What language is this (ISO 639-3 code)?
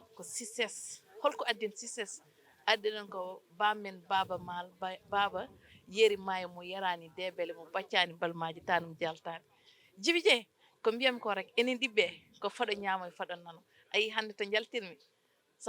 ful